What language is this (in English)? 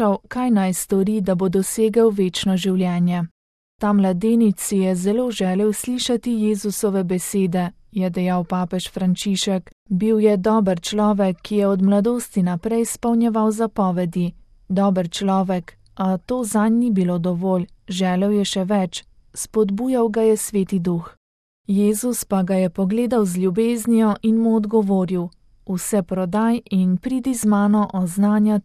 Slovenian